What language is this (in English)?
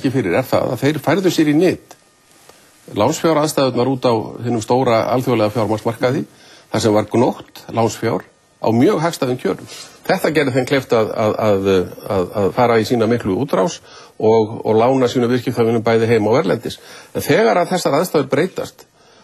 Icelandic